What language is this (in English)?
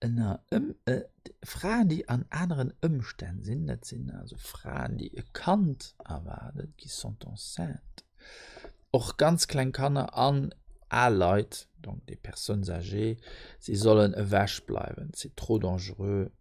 Luxembourgish